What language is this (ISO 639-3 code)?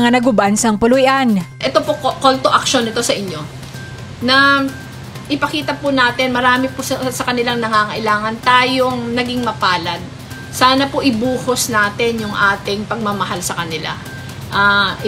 hil